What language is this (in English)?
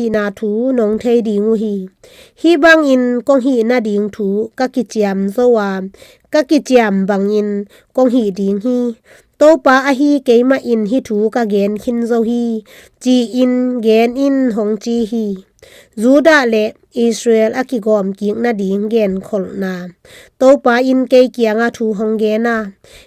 Tedim Chin